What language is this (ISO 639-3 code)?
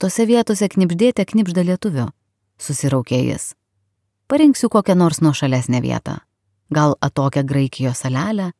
lit